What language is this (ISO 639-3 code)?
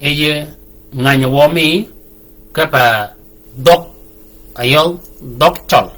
shk